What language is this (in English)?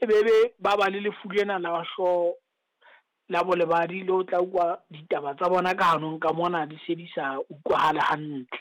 Southern Sotho